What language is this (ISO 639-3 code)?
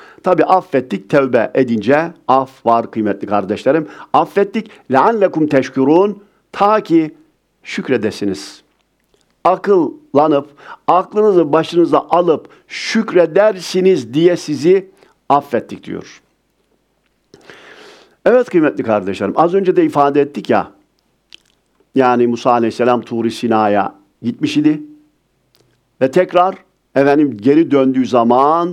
tur